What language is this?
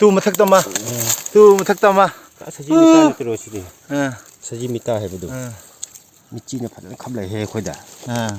Manipuri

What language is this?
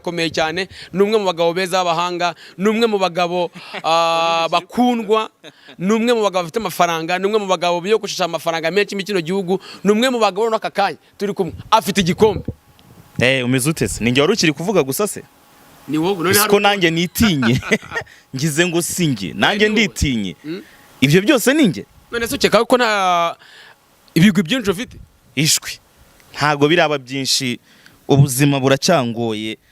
Kinyarwanda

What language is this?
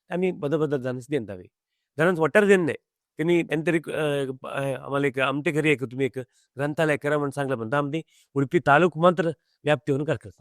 Konkani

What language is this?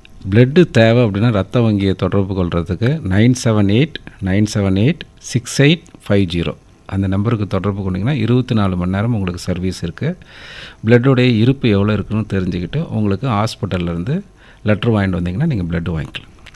Tamil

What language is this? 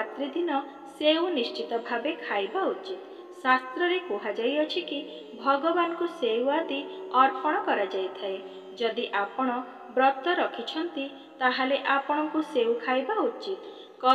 Odia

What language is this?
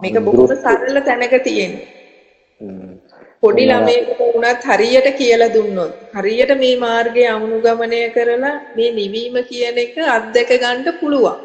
Sinhala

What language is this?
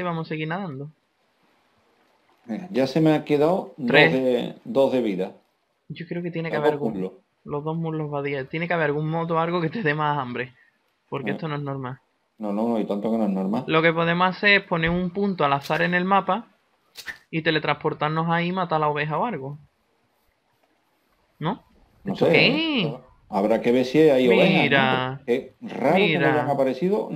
Spanish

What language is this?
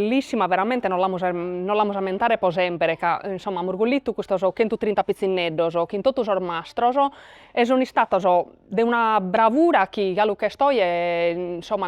Sardinian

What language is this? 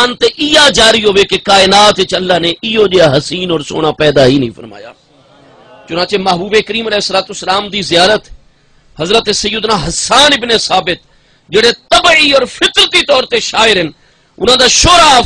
Saraiki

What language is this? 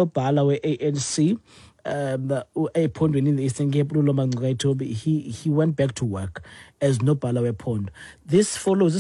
Xhosa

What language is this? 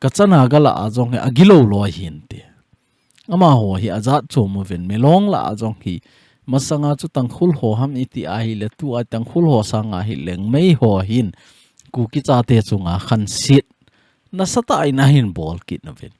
Thado Chin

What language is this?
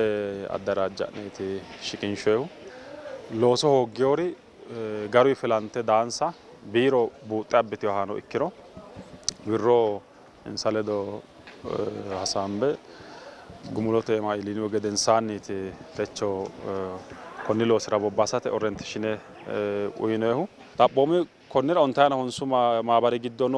Sidamo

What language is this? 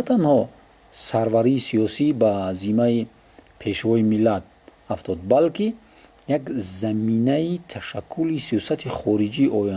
Tajik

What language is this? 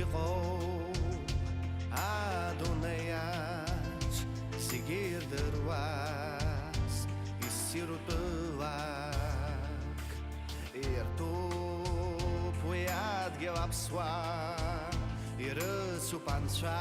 Abkhazian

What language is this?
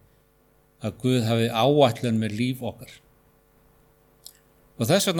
Icelandic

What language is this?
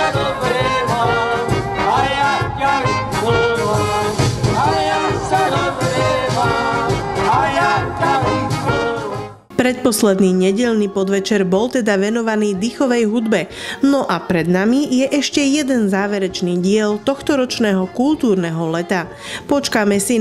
Slovak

